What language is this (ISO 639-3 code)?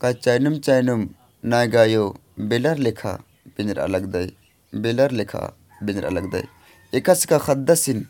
kru